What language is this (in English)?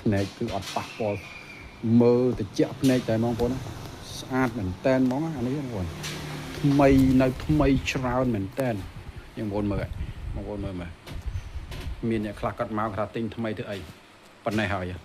Khmer